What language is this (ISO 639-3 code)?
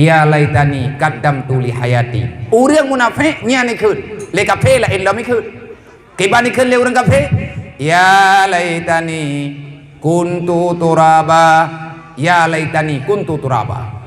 ace